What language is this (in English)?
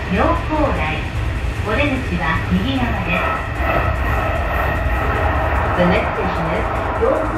Japanese